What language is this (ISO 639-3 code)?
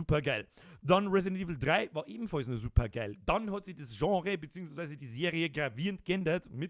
bar